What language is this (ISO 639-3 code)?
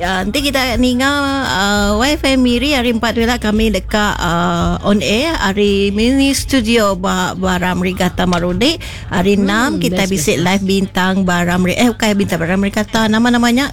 iba